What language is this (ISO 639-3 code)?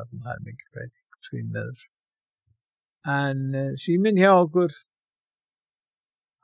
isl